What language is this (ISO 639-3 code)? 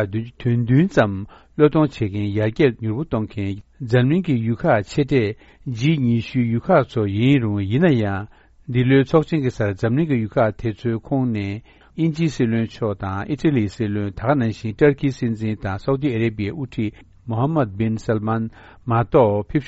bod